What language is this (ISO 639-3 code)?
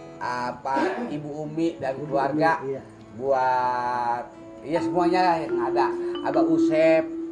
bew